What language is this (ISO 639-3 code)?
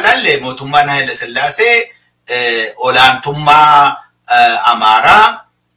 orm